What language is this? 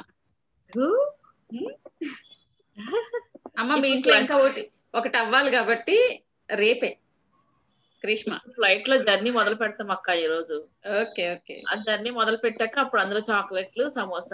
Telugu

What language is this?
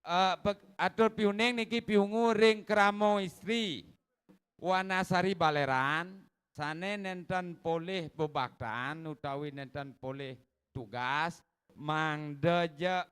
Balinese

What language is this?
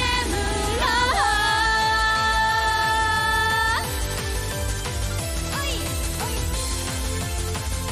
Japanese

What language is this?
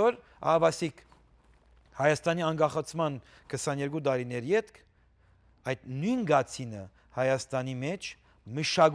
Western Armenian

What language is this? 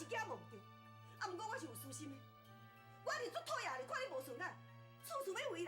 Min Nan Chinese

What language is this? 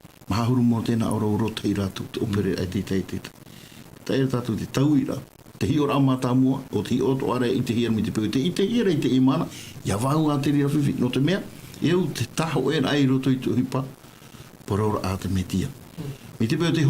Tahitian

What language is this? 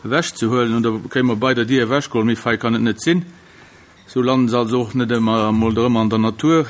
Luxembourgish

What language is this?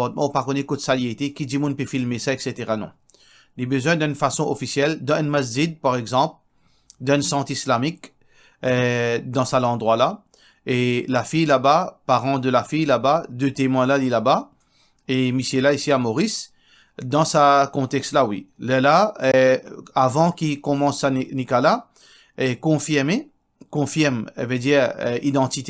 Morisyen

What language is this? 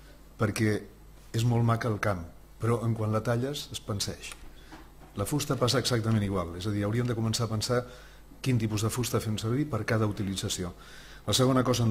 Catalan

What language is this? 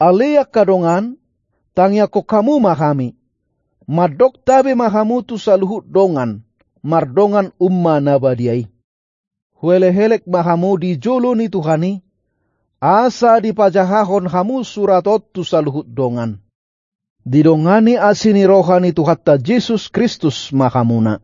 Batak Toba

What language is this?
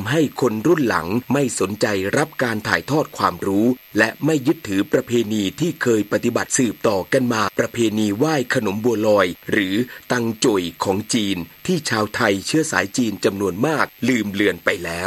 Thai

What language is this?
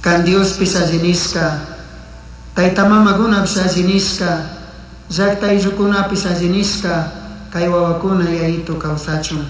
Chimborazo Highland Quichua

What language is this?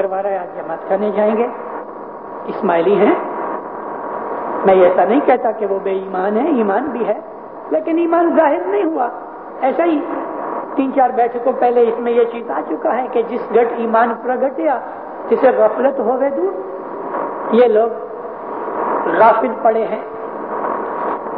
Urdu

